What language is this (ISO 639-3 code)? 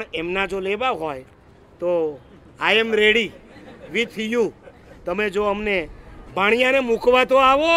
guj